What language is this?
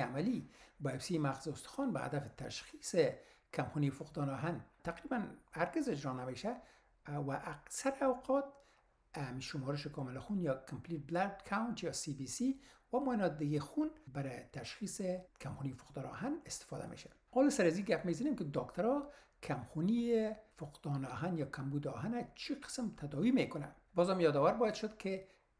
Persian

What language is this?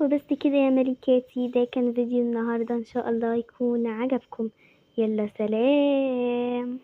Egyptian Arabic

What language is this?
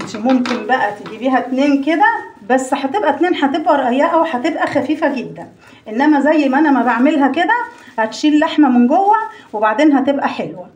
Egyptian Arabic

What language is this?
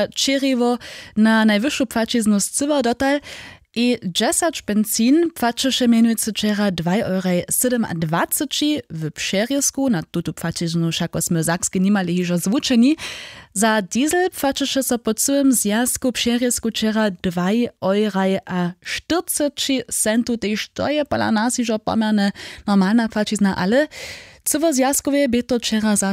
Upper Sorbian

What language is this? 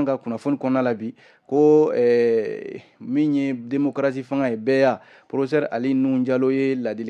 Bambara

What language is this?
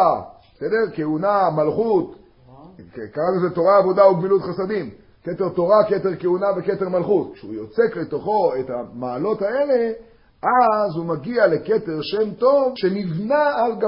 Hebrew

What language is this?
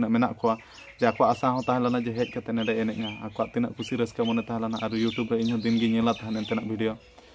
Santali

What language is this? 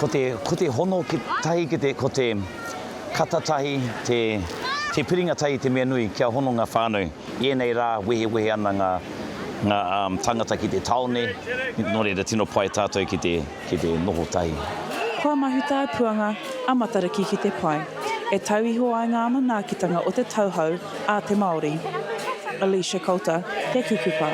Māori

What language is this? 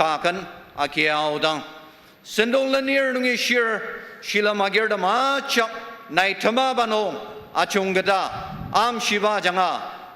Ao Naga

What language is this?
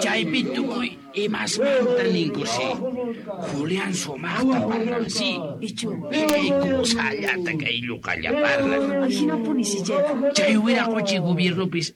Quechua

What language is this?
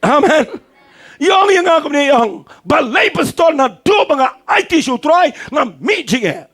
Khasi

